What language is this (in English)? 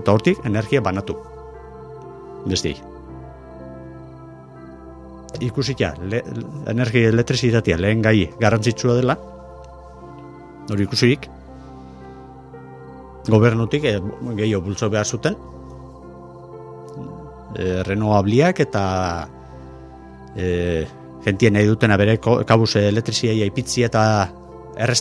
Basque